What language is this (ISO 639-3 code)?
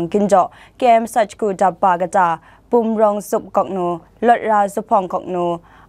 kac